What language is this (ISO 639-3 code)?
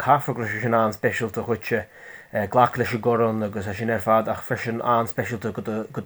gle